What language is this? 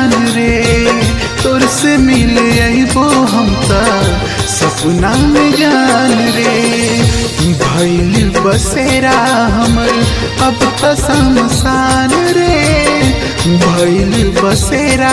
Bhojpuri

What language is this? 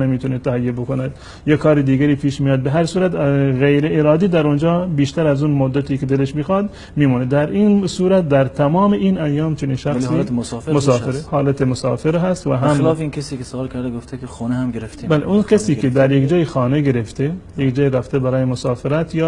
Tajik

